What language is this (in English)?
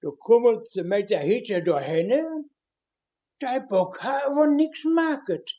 Westphalien